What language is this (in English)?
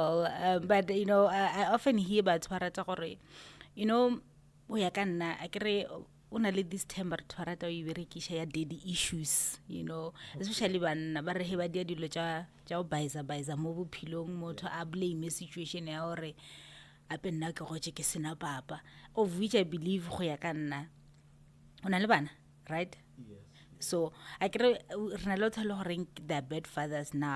Northern Sotho